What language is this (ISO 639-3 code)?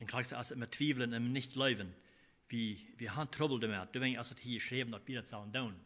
pdt